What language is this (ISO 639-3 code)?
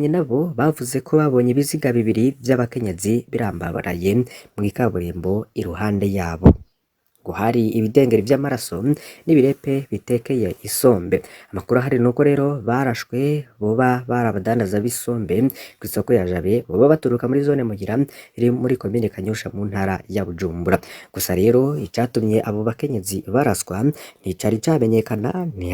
run